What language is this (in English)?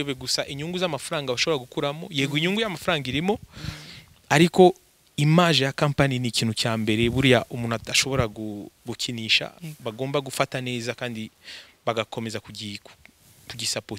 Kinyarwanda